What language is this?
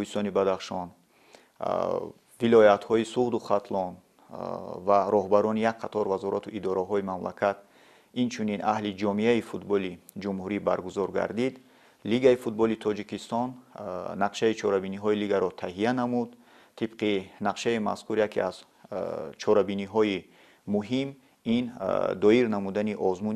Tajik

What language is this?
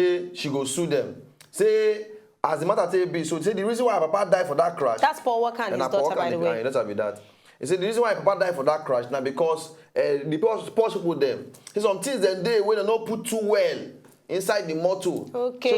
Nigerian Pidgin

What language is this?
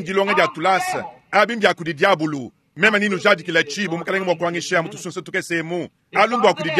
Luba-Lulua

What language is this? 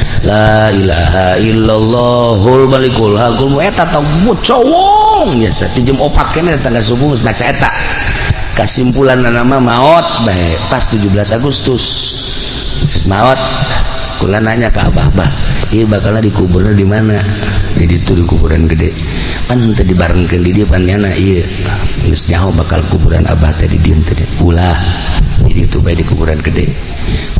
Sundanese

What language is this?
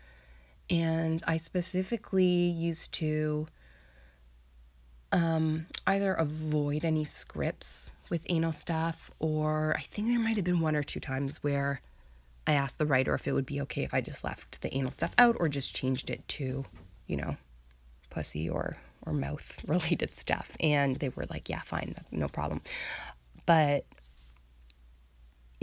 English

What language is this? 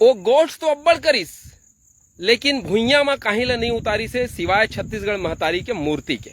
Chhattisgarhi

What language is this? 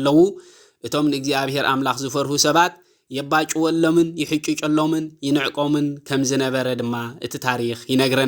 Tigrinya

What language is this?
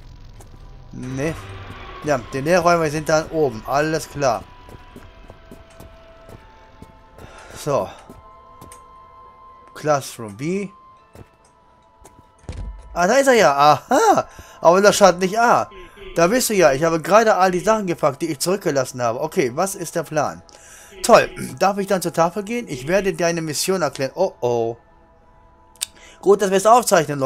German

